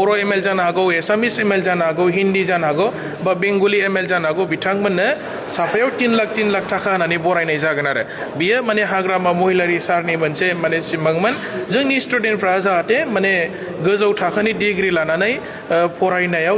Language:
Bodo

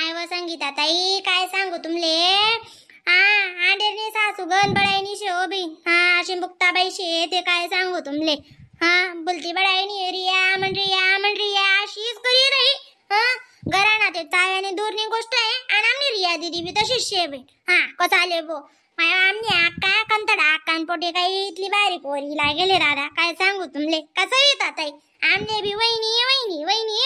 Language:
Khandesi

